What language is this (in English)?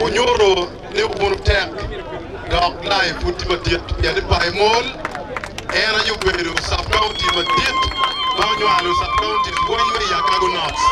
Acoli